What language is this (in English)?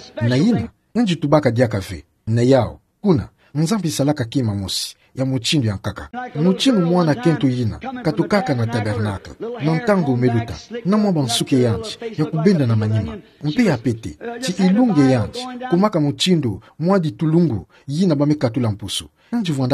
Kituba (Democratic Republic of Congo)